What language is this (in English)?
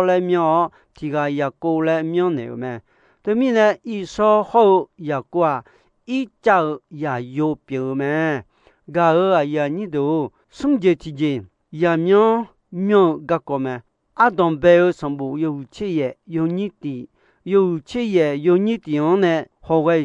Akha